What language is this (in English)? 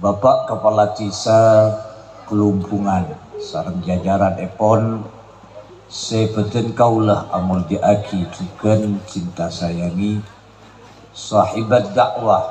Madurese